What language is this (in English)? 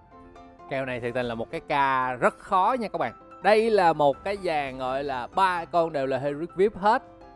Vietnamese